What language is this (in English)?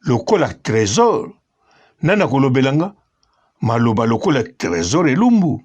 Lingala